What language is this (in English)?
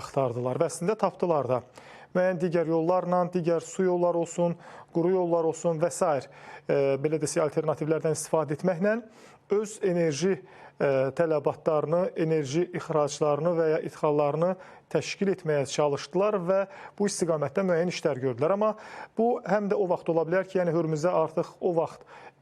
Azerbaijani